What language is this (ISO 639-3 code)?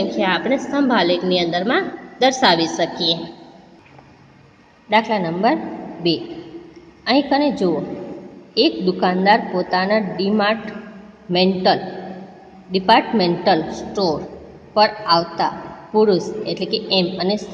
guj